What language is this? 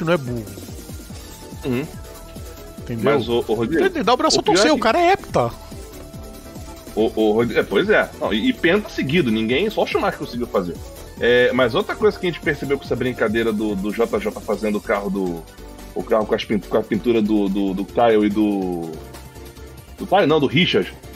Portuguese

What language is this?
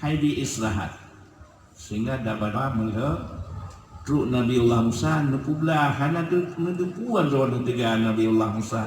Achinese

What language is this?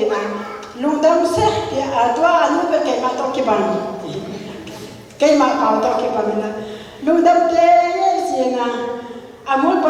Tedim Chin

